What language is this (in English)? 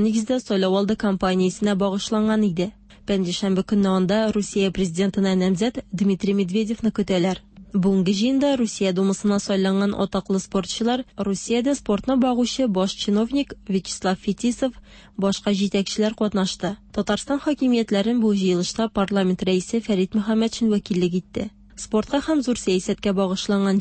Tatar